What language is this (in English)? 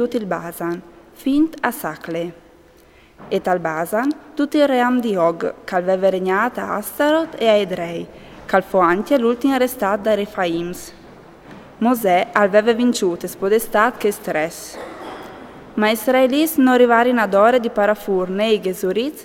Friulian